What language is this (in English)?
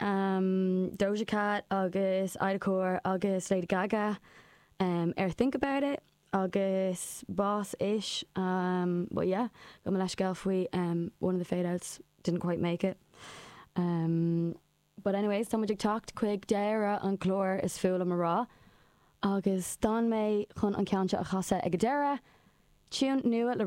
Irish